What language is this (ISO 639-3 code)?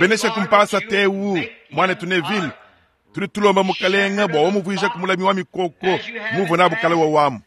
lua